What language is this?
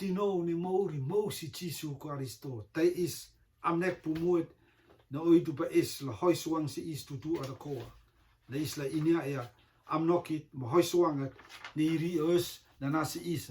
Rotuman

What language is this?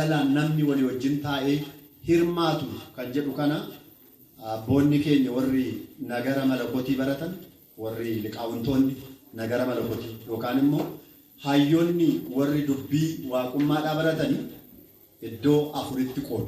Oromo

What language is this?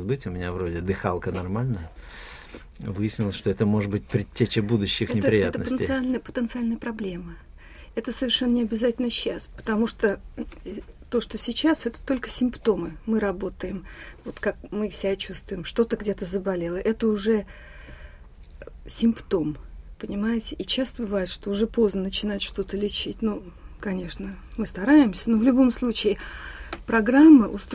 Russian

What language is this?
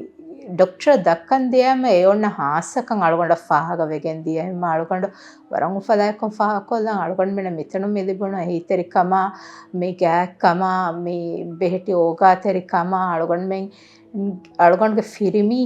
Divehi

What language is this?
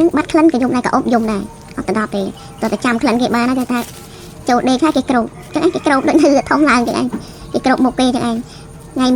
Khmer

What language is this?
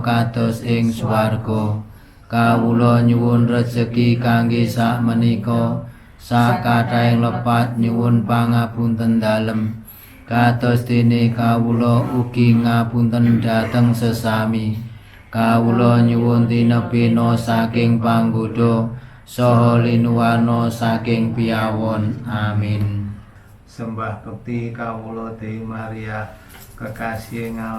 Javanese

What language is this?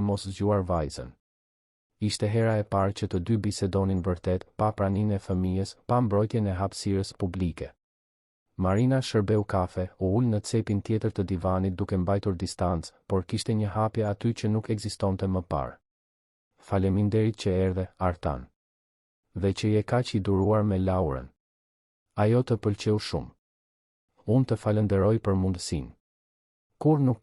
Albanian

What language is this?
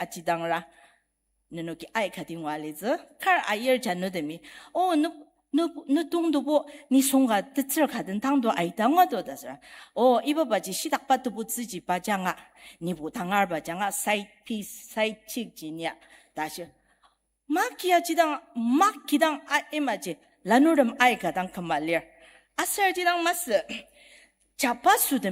Ao Naga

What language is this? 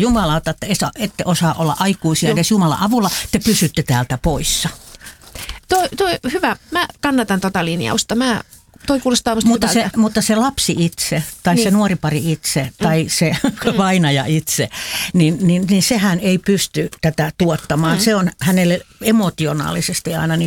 Finnish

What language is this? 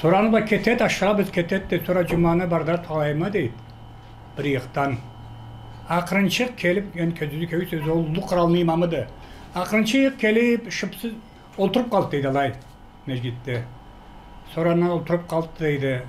Karachay-Balkar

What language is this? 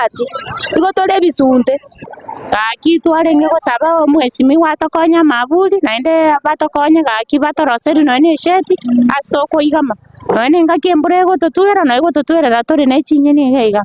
Gusii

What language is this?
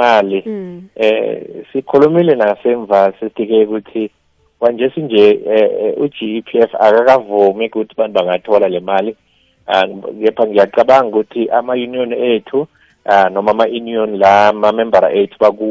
South Ndebele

